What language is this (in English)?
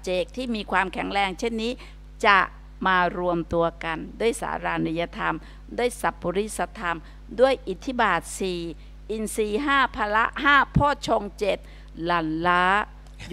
Thai